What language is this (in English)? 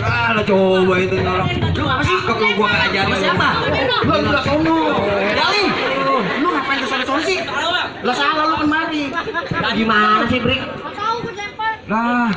Betawi